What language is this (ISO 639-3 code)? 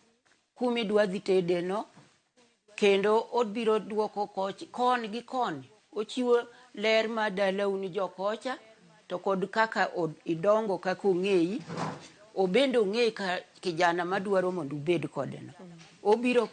luo